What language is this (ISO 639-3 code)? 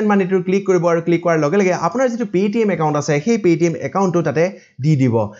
asm